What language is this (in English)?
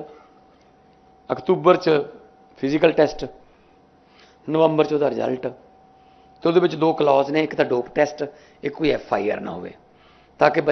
Punjabi